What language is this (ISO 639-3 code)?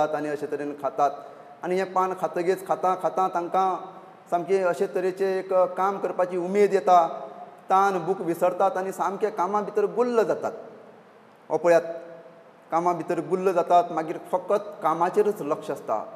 kok